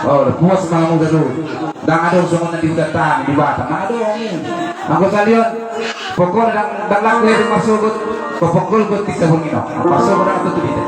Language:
Batak Toba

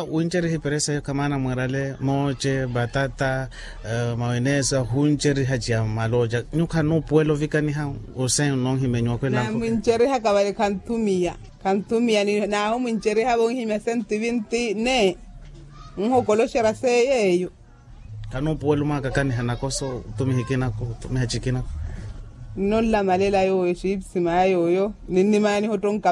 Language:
Makhuwa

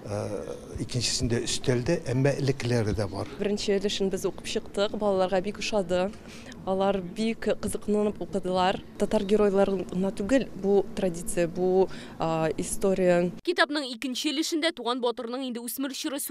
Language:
Tatar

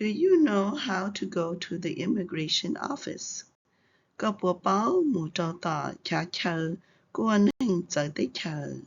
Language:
Hmong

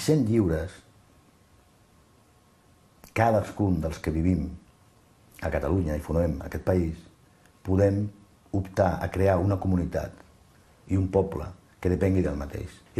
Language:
Catalan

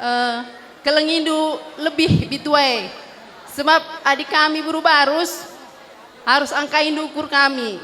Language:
Batak Karo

